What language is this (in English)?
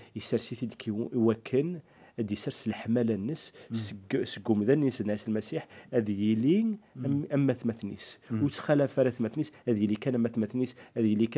Kabyle